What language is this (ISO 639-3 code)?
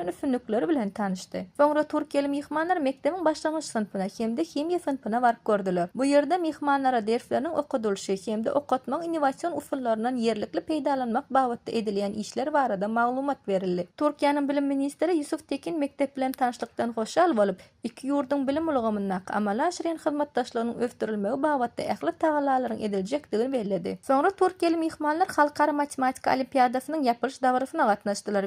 tuk